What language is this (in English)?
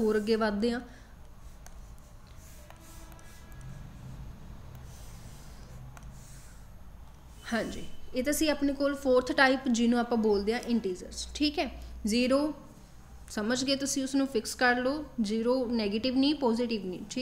Punjabi